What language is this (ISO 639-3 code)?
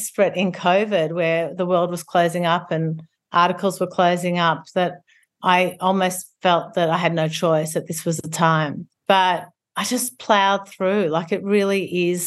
eng